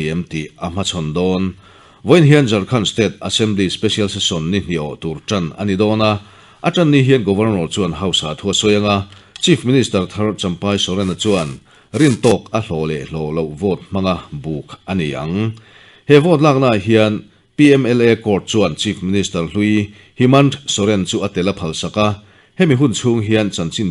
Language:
Mizo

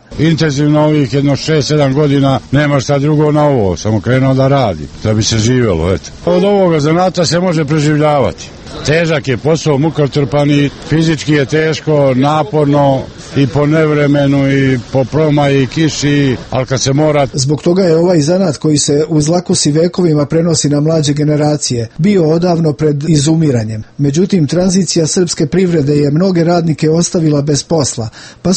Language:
Serbian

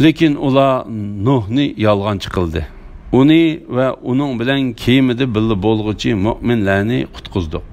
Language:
Uyghur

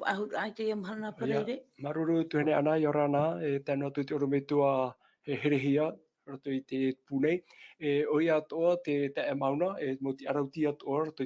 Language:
Tahitian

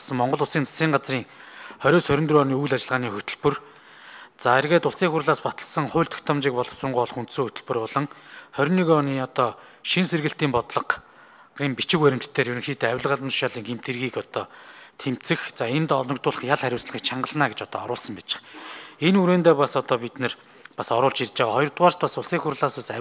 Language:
Mongolian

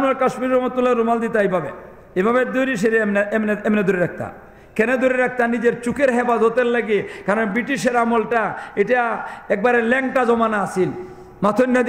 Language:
Sylheti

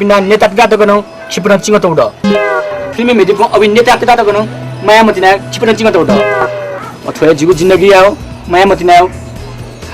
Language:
Newari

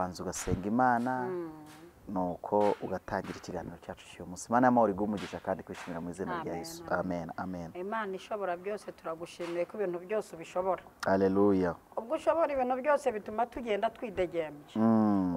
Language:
Kinyarwanda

